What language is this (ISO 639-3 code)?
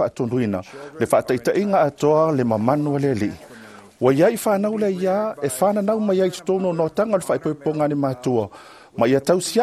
smo